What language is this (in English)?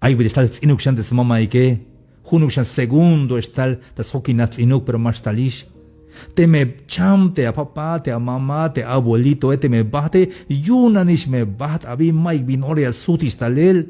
Tzeltal